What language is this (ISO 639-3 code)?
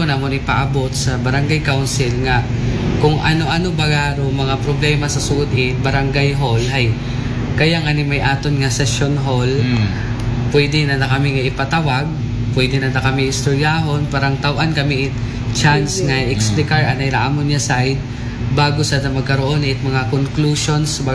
akl